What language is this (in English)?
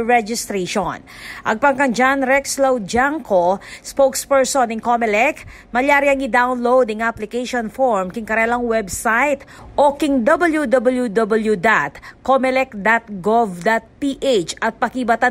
Pampanga